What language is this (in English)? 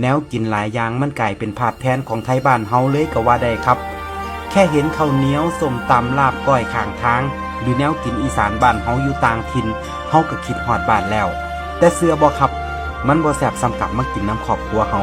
Northeastern Thai